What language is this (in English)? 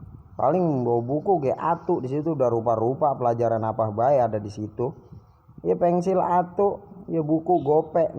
Betawi